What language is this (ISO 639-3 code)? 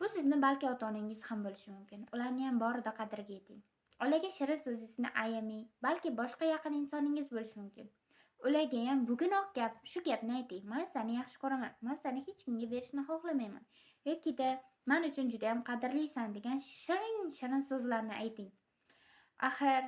uzb